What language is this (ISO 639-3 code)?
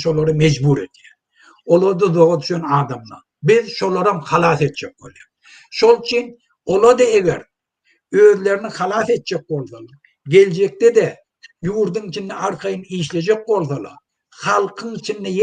tuk